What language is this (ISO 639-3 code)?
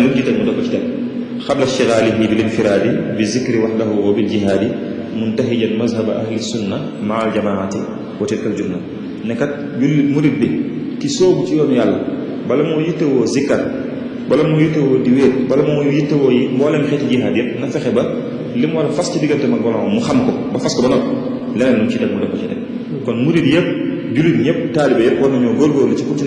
wol